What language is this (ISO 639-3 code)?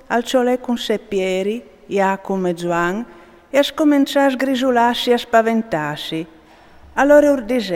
fur